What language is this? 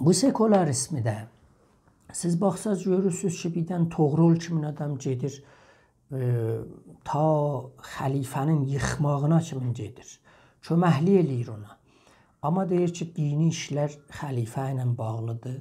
South Azerbaijani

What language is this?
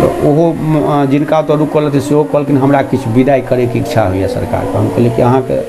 Maithili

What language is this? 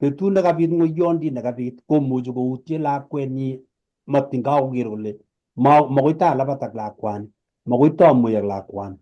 Kalenjin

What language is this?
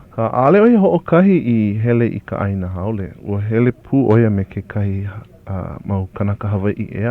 Hawaiian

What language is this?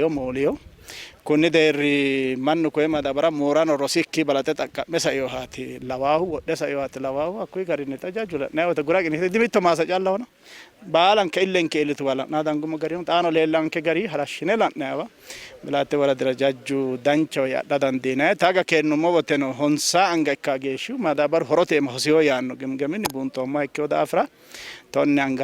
Sidamo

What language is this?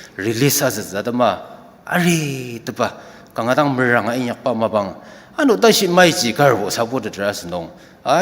Ao Naga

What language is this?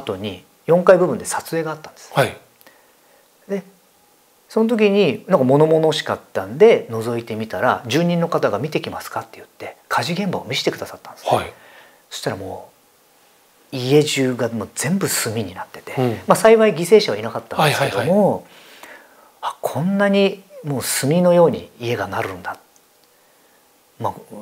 Japanese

